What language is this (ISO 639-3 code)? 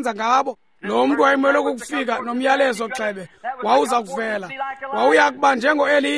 xho